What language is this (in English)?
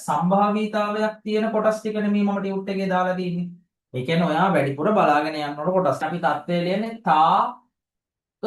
Sinhala